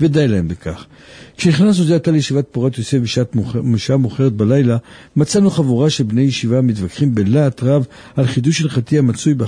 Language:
Hebrew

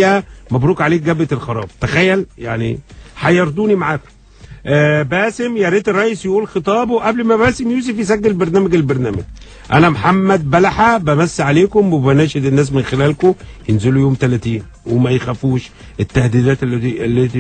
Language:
Egyptian Arabic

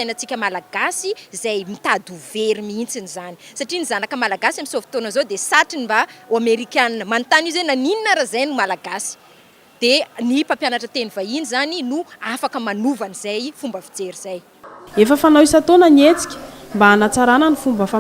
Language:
Malagasy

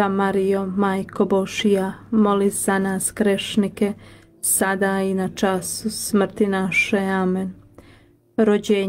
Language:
Croatian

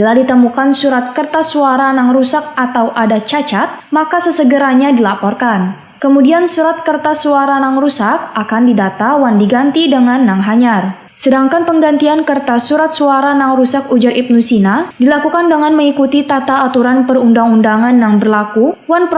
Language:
Banjar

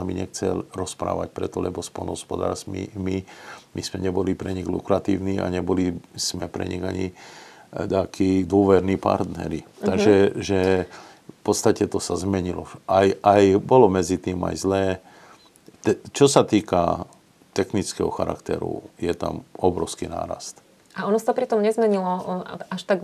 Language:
Slovak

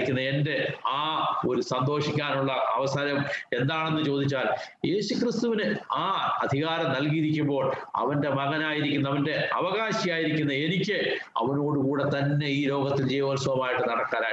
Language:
Malayalam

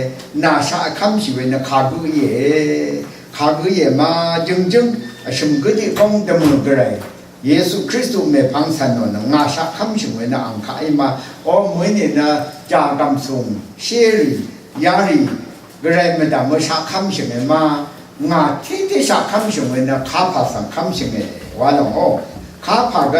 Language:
Rawang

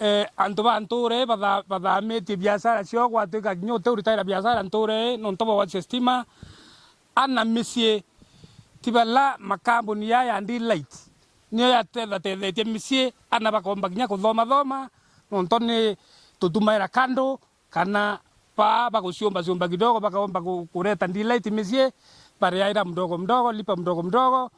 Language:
Meru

